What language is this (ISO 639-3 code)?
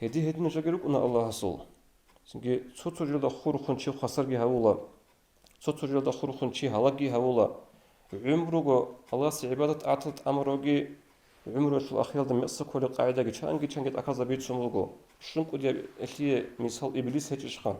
ava